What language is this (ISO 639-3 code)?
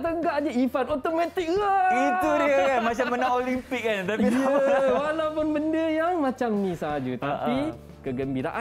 msa